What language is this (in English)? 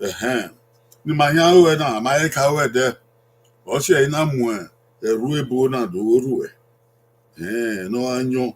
Bini